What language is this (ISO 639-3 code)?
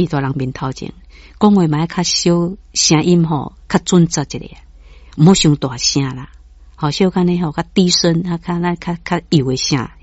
nan